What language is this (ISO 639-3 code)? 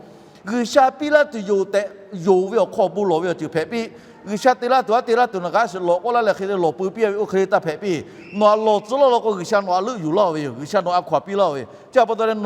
lhu